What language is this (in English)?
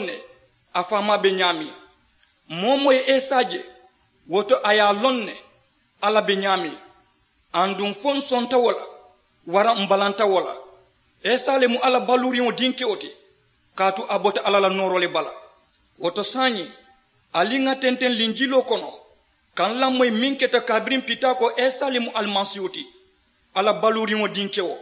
Mandingo